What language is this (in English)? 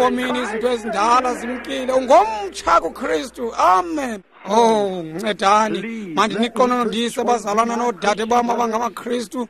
Xhosa